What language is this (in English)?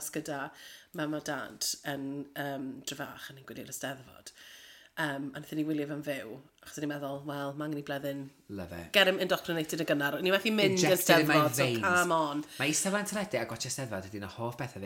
Welsh